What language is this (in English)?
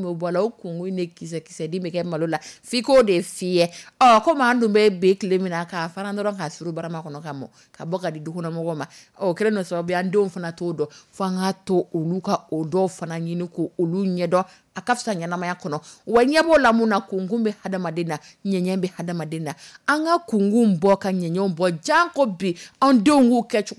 Dyula